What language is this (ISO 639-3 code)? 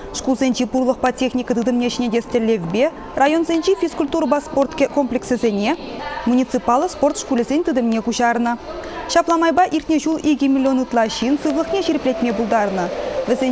chv